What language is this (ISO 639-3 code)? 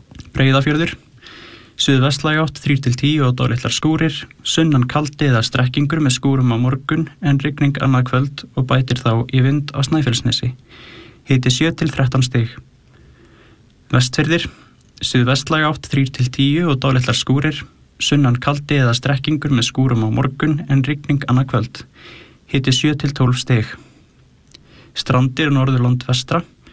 isl